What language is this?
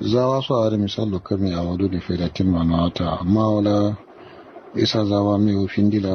Kanuri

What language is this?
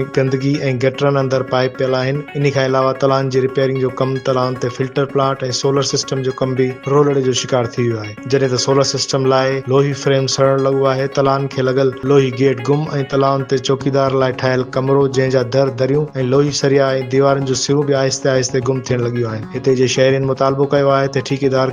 Sindhi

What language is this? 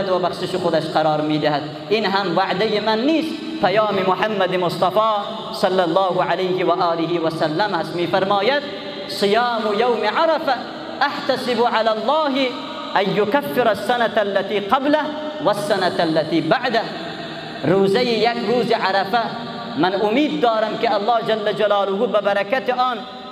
Persian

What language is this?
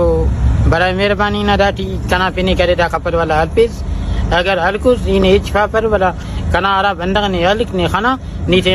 Brahui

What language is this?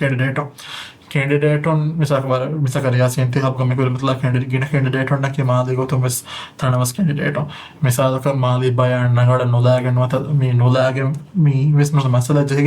Divehi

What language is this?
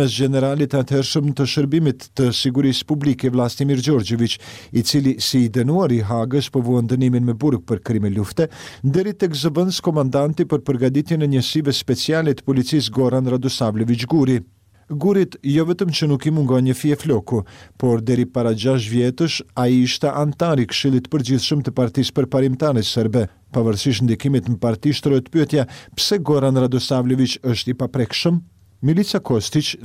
Albanian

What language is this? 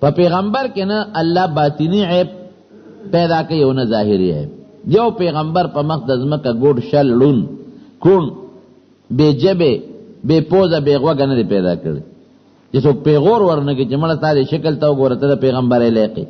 Pashto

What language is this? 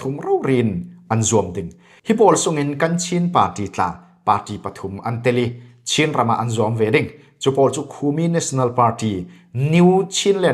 Falam Chin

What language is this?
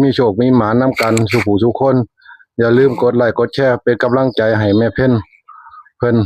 Northeastern Thai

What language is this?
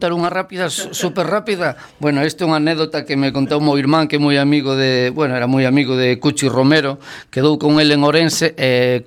Galician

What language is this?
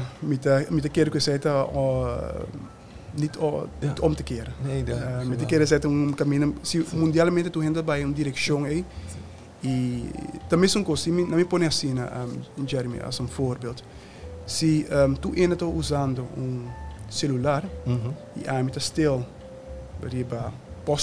Papiamento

